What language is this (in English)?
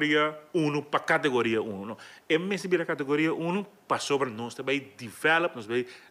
Papiamento